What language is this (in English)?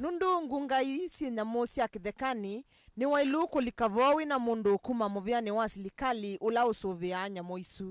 Kamba